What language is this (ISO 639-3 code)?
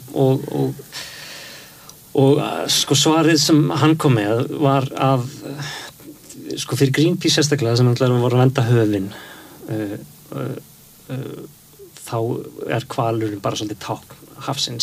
isl